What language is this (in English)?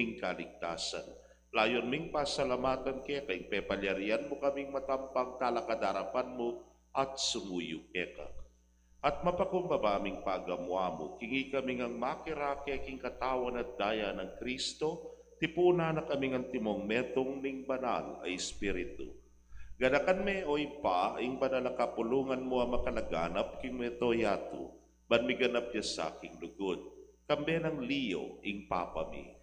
Pampanga